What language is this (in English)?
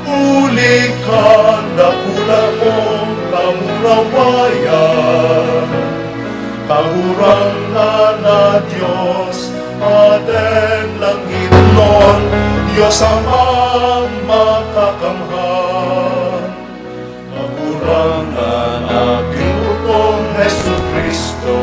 Bikol